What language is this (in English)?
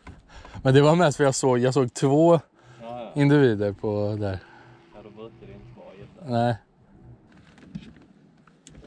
Swedish